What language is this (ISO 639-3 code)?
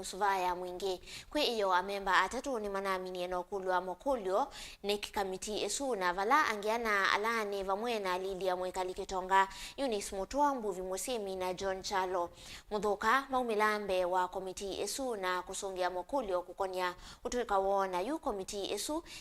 kam